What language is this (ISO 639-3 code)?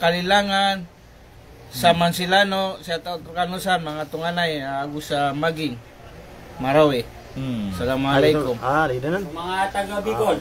mrw